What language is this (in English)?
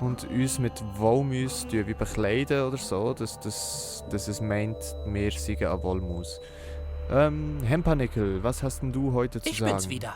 Swiss German